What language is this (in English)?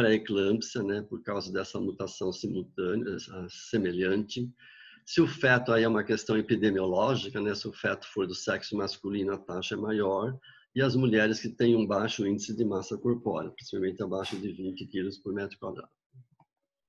Portuguese